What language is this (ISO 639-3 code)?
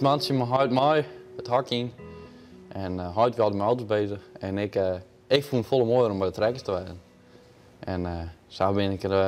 fry